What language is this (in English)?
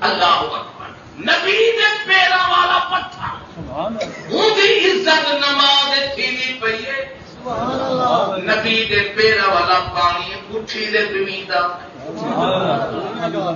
Saraiki